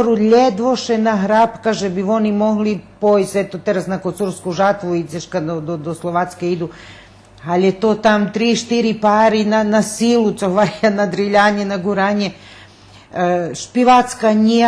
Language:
Rusyn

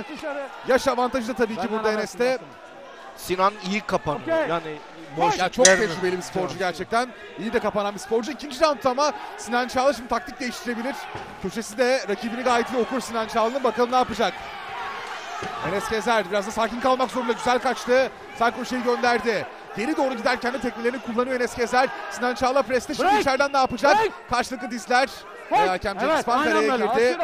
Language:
Turkish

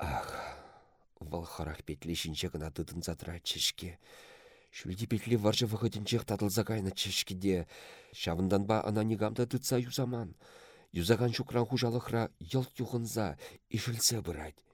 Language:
Chuvash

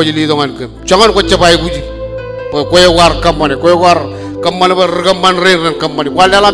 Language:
Marshallese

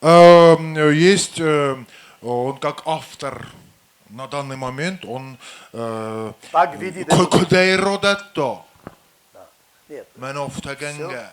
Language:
Ossetic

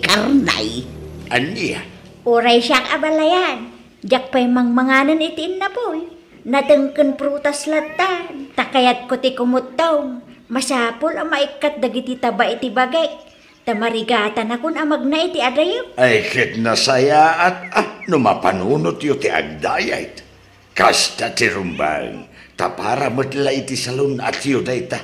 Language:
Iloko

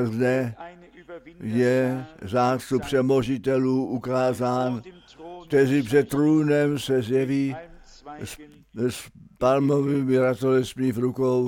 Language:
Czech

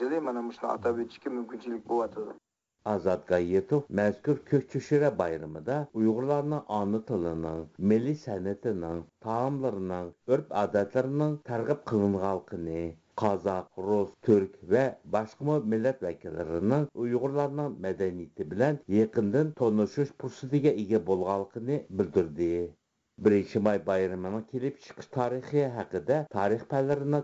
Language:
Uyghur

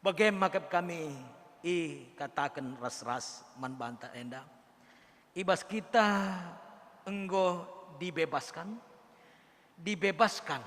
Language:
Batak Karo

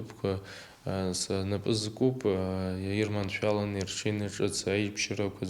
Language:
Abkhazian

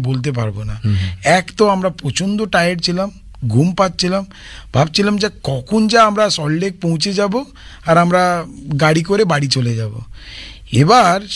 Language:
Bangla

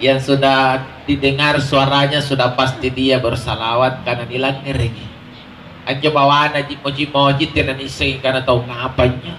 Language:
Makasar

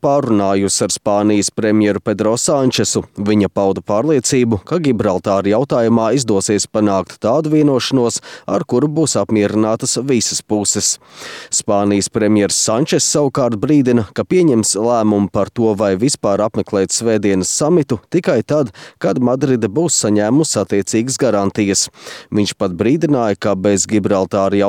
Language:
Latvian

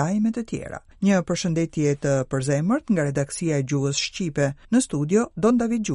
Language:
Albanian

